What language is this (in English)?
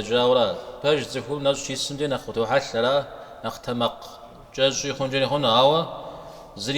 Kabardian